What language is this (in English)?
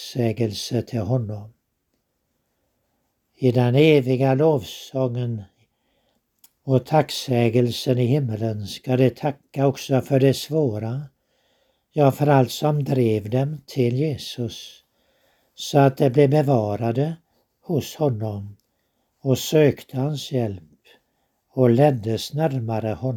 Swedish